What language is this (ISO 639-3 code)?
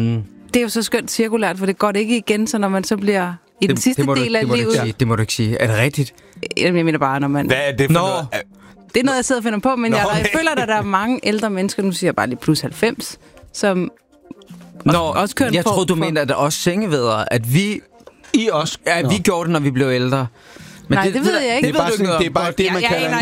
dan